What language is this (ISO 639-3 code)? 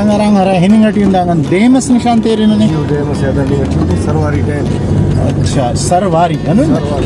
brh